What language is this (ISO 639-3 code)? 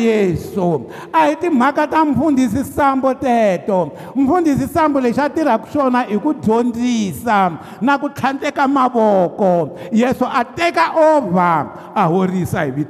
tso